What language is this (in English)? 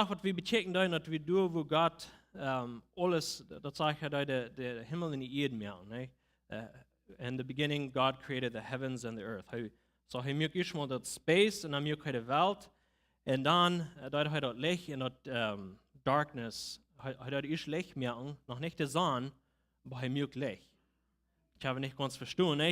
Plautdietsch